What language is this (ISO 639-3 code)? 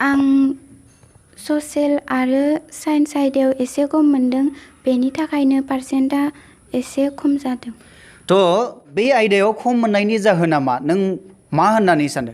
brx